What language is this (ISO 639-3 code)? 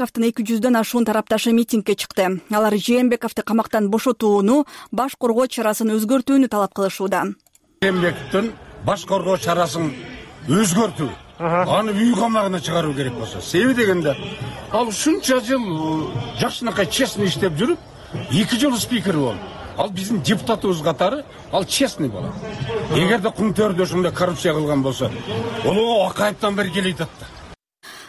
kir